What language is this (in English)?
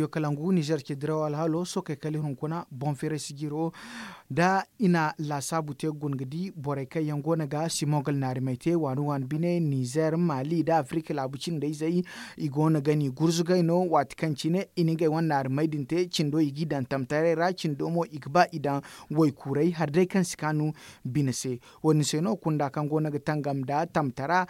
Zarma